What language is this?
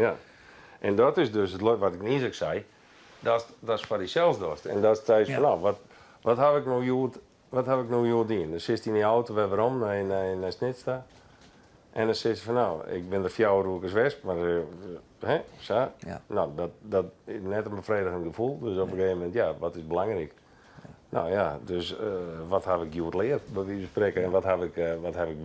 Western Frisian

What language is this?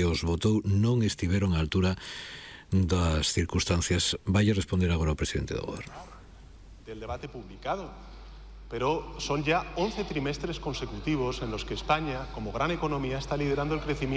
Galician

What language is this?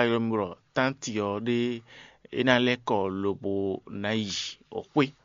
Fon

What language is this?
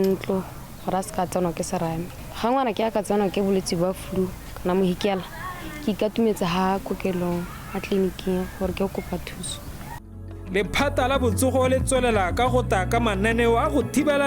Tswana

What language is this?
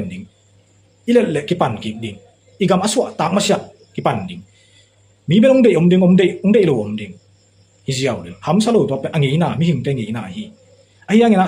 Tedim Chin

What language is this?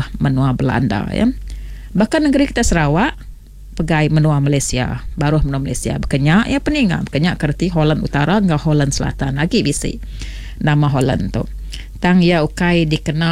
Iban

